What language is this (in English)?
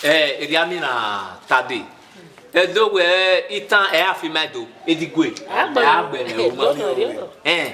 Bini